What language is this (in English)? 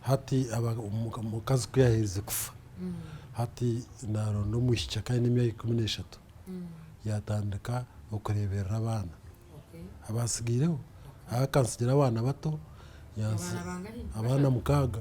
Nyankole